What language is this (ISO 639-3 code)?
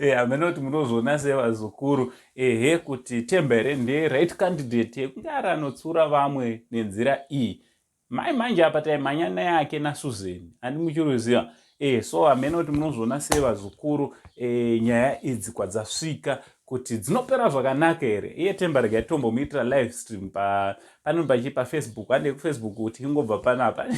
sna